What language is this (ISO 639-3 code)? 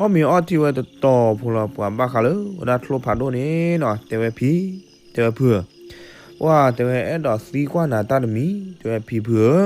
ksw